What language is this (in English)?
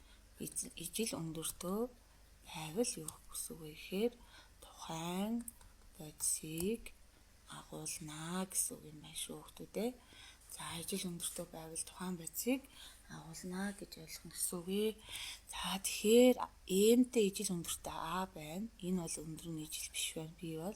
Mongolian